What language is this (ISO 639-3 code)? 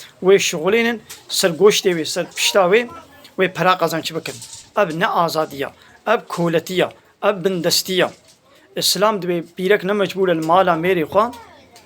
kur